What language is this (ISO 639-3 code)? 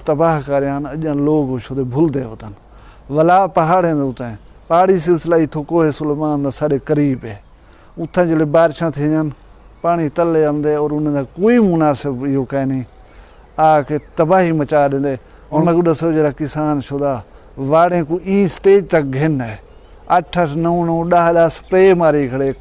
skr